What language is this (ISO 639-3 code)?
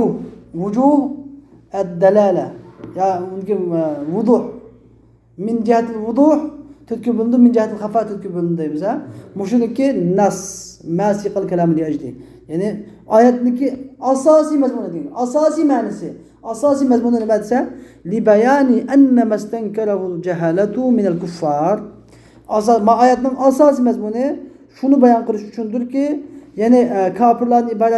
uig